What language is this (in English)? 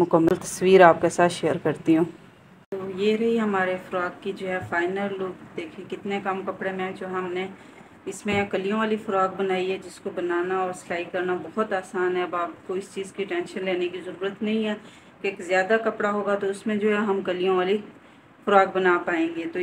Hindi